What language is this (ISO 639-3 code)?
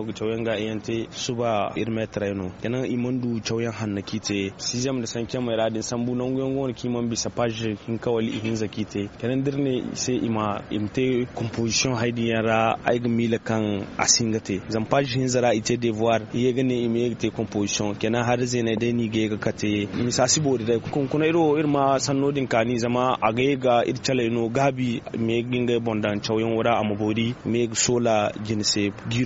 dje